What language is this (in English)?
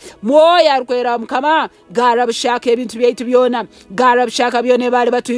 Nyankole